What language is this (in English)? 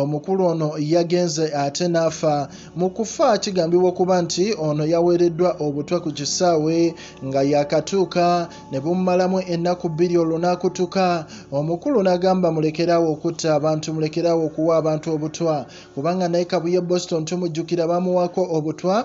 Ganda